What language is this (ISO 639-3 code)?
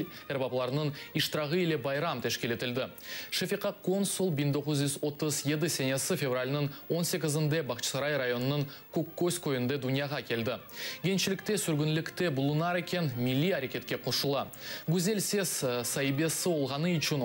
crh